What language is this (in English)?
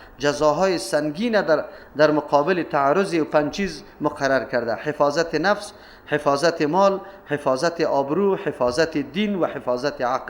Persian